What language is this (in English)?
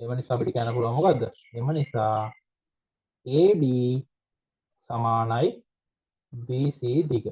Sinhala